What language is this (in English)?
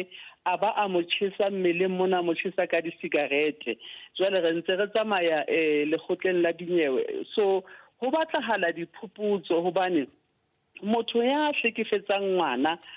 Southern Sotho